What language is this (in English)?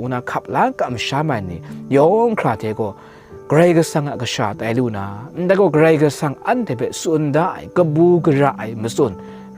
Kachin